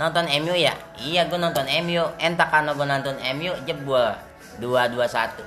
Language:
Betawi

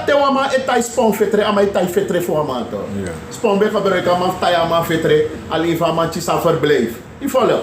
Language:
Sranan Tongo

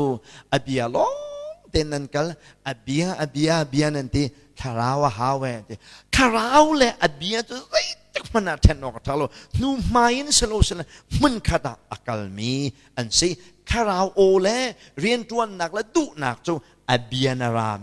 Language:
Hakha Chin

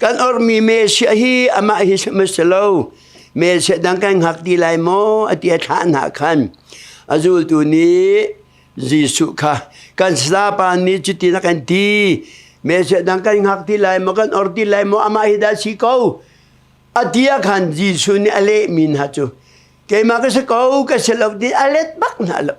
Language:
Hakha Chin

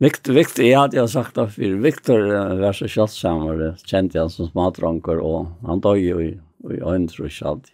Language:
Faroese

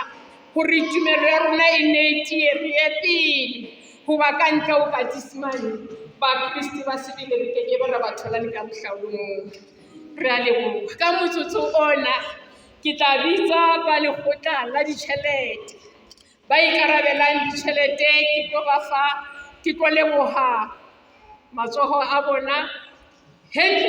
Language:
Southern Sotho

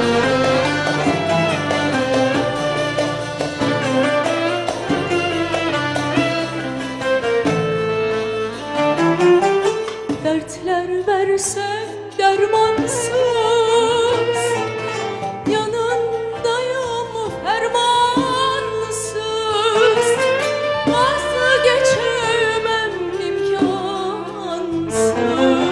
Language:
Turkish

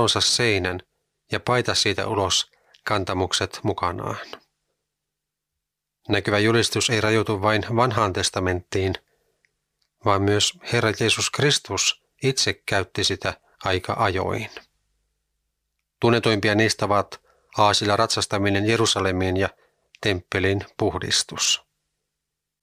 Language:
Finnish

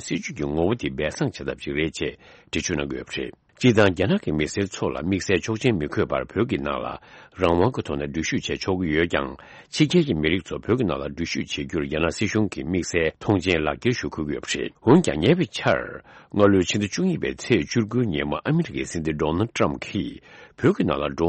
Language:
Tibetan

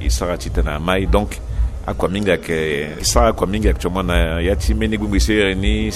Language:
Sango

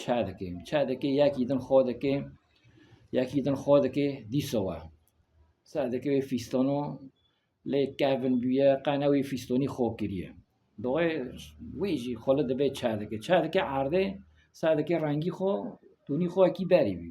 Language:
Kurdish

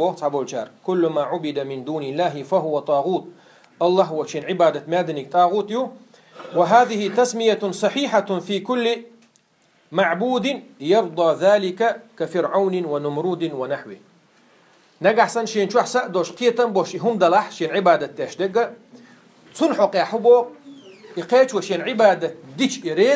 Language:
Chechen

